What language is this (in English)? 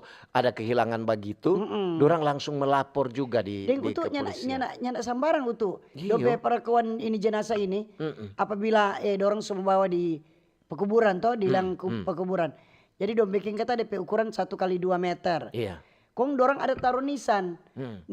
Manado Malay